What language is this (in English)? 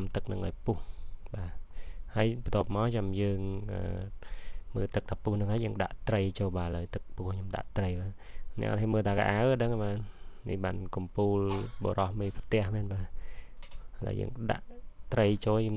Khmer